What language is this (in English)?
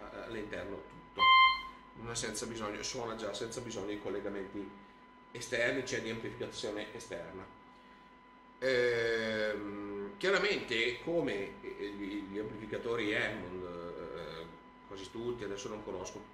Italian